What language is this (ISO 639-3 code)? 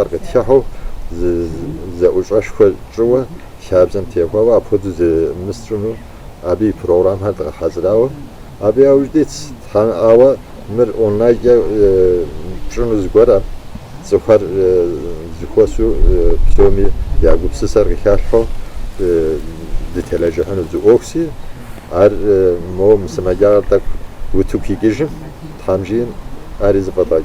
kbd